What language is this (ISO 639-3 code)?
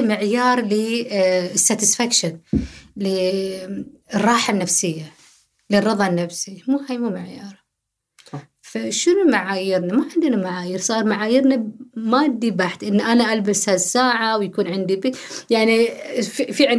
afb